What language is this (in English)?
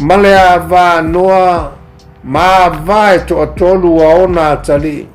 Samoan